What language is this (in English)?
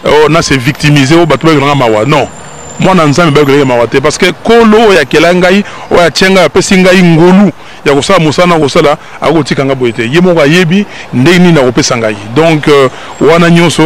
Lingala